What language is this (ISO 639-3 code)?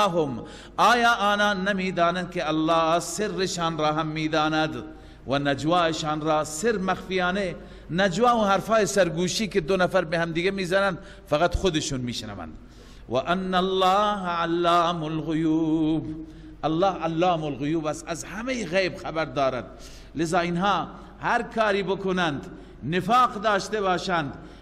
fas